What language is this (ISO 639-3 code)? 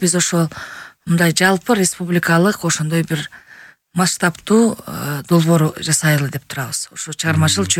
kir